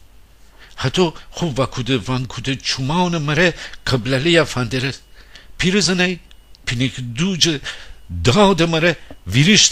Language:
Gilaki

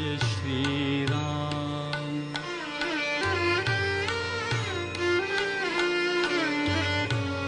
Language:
Marathi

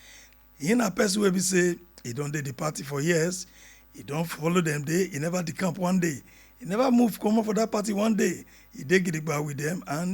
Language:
Nigerian Pidgin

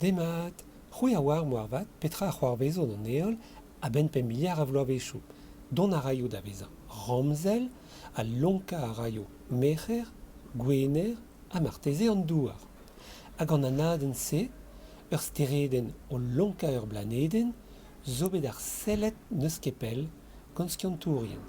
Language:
Breton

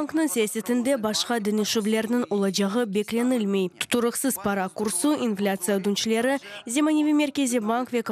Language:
Crimean Tatar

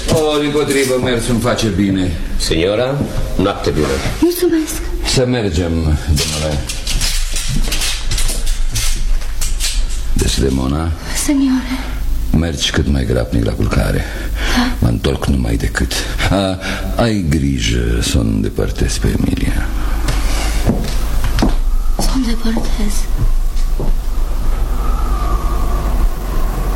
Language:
Romanian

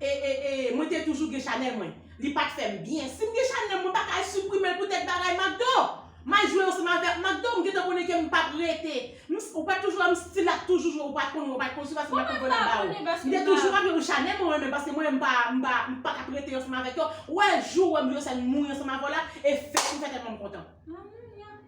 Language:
Haitian Creole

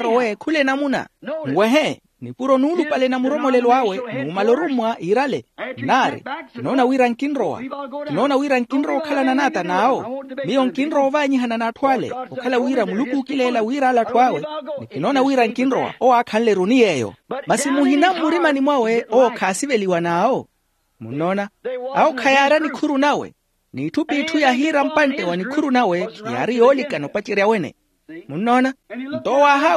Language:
Makhuwa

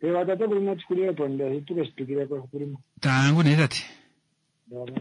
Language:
Kuanyama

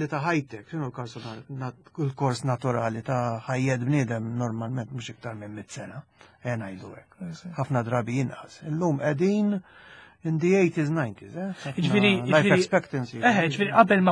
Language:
Maltese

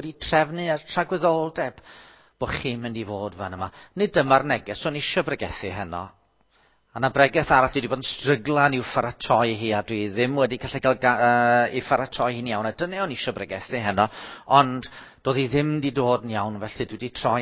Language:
Welsh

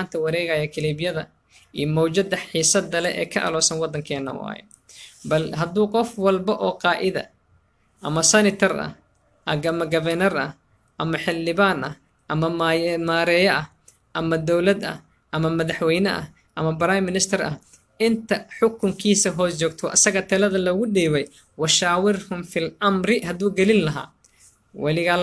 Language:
Somali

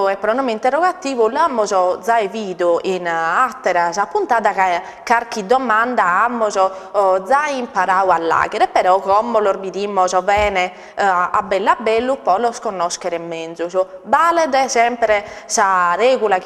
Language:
Sardinian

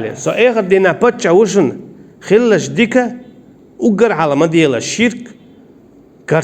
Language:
Chechen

